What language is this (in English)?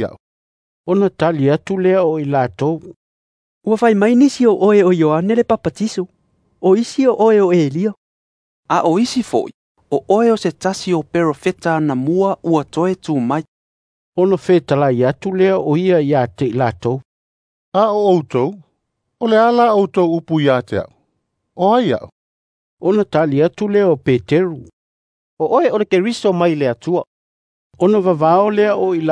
Samoan